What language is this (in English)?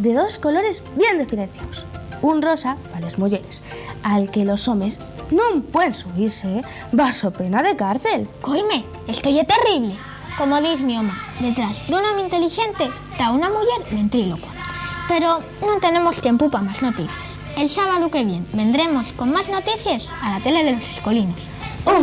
Asturian